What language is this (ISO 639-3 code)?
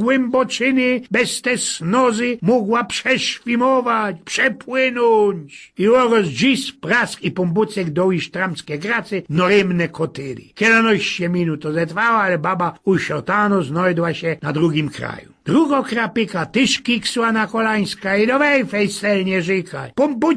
szl